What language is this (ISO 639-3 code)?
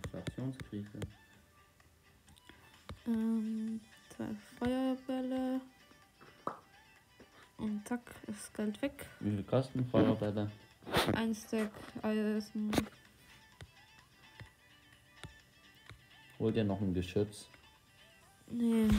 deu